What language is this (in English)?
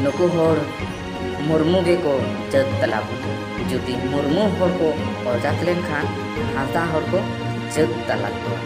Santali